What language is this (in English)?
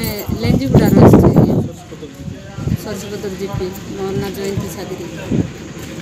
Odia